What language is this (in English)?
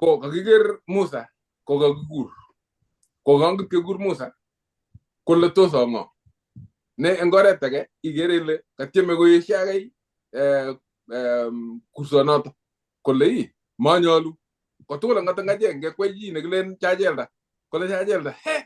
Kalenjin